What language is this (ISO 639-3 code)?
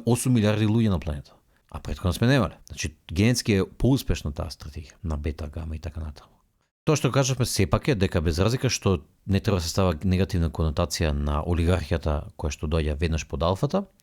mkd